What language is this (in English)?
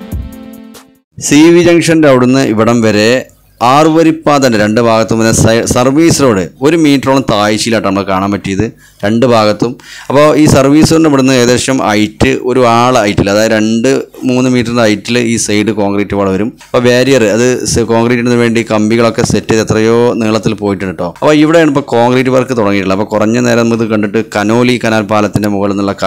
Malayalam